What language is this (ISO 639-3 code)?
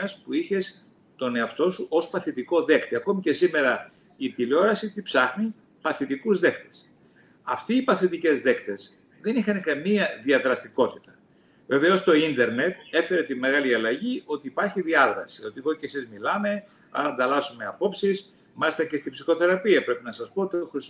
ell